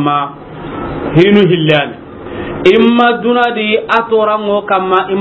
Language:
Soninke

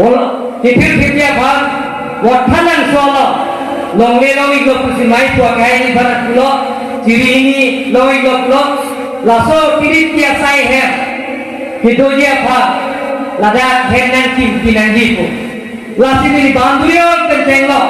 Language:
Karbi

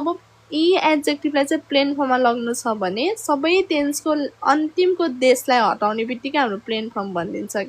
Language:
Nepali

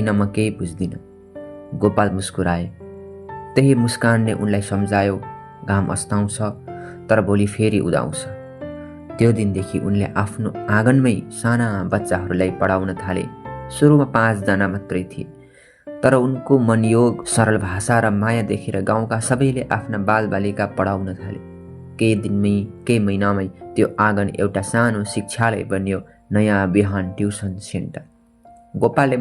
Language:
Nepali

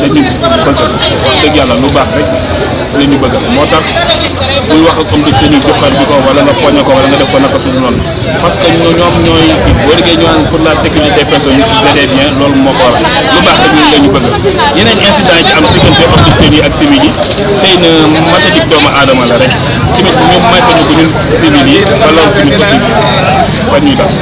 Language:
Wolof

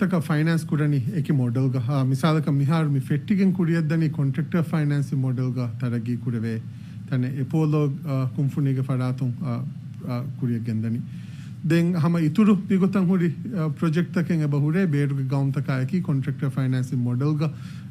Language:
Divehi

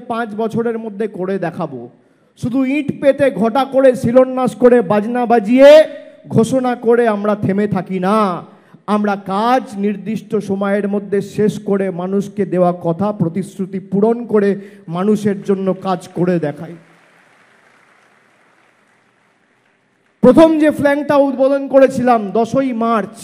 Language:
Bangla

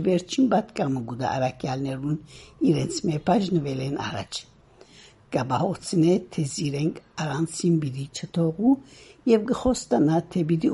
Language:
Western Armenian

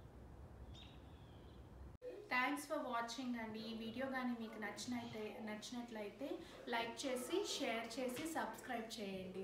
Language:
Telugu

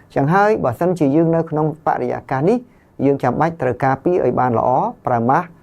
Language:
Khmer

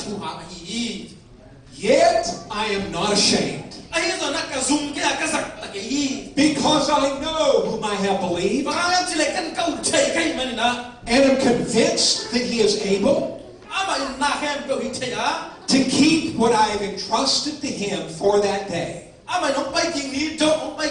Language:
Tedim Chin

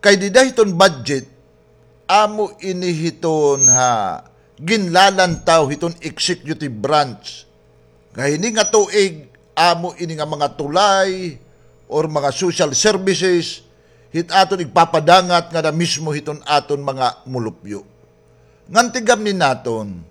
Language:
Waray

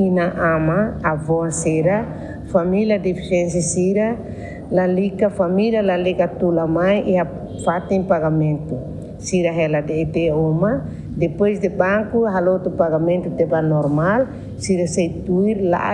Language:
Tetum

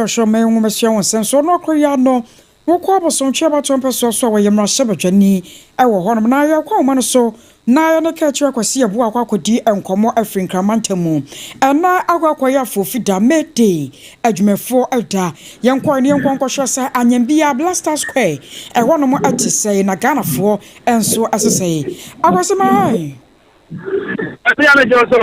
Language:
Akan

